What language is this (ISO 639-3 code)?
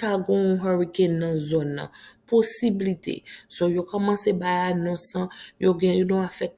hat